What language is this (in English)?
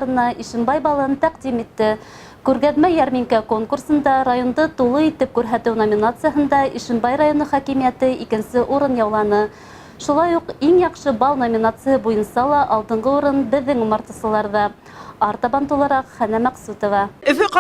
Bashkir